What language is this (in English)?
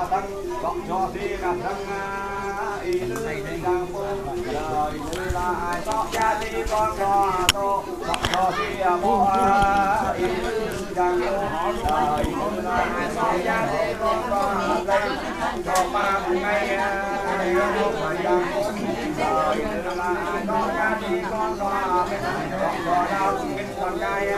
Vietnamese